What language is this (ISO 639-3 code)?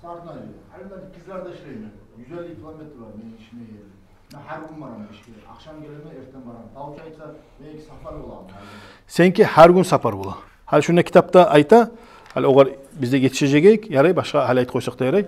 kum